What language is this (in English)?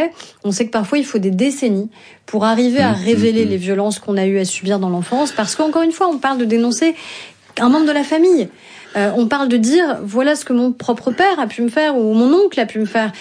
French